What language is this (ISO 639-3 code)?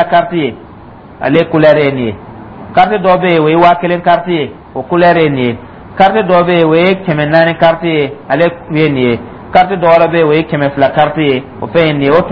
dyu